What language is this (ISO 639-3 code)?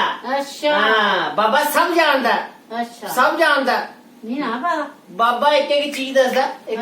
doi